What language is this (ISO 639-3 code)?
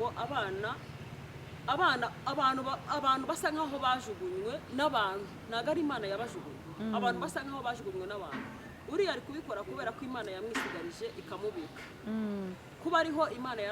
kin